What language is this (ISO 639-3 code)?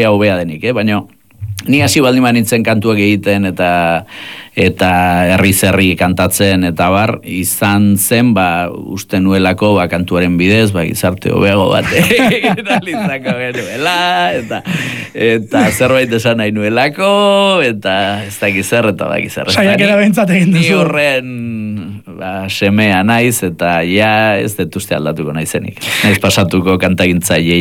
eus